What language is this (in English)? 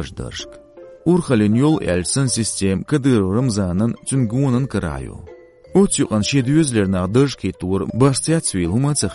Chechen